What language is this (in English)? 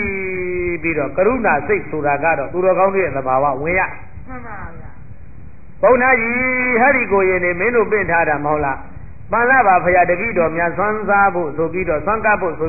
Burmese